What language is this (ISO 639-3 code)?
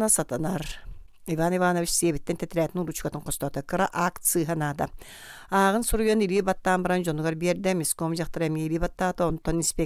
sah